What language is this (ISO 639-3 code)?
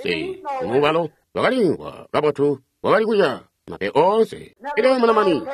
toi